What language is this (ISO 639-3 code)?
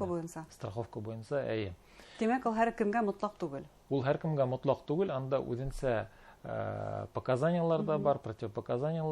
bak